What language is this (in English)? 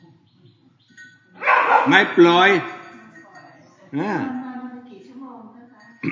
Thai